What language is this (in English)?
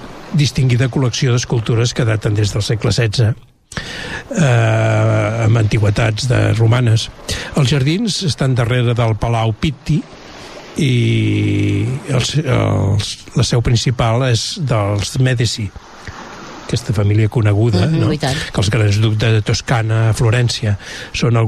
Catalan